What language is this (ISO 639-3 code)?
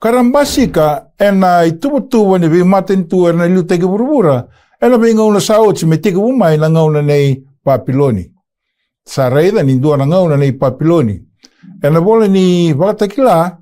fij